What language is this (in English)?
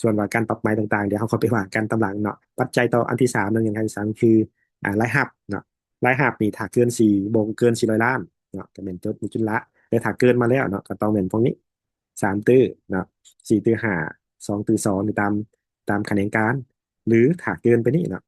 Lao